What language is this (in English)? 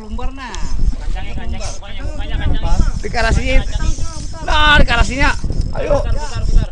Banjar